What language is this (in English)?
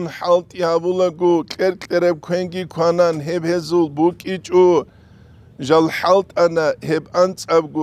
Avaric